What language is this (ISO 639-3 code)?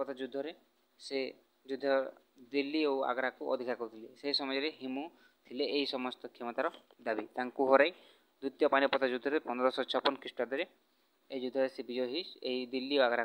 ori